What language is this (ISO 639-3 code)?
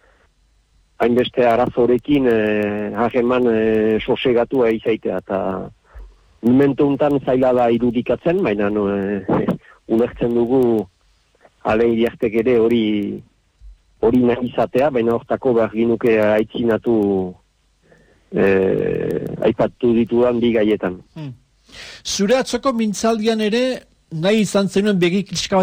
eus